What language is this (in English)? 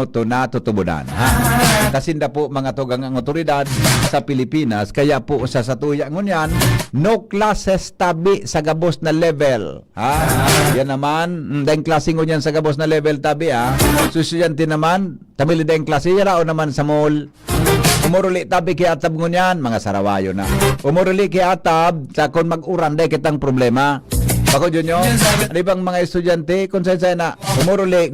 Bikol